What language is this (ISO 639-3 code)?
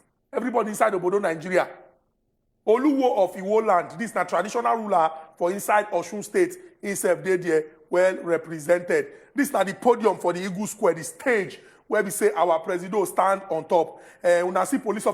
pcm